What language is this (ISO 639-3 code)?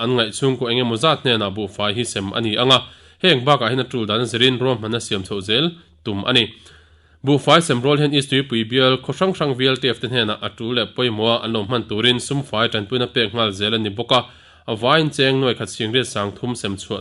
lus